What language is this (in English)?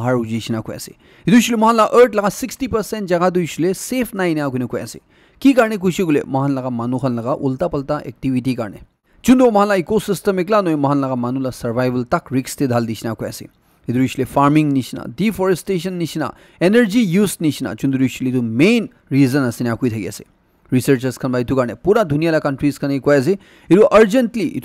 Naga Pidgin